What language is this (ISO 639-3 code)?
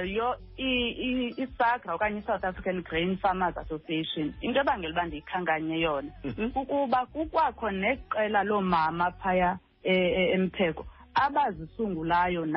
xho